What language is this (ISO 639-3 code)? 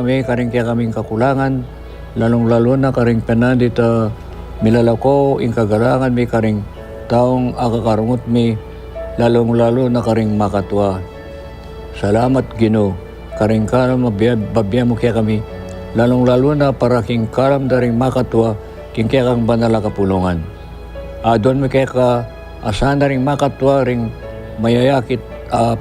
pam